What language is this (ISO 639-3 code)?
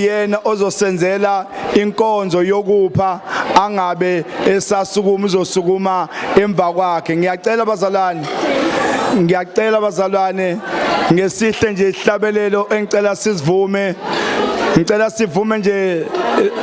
zul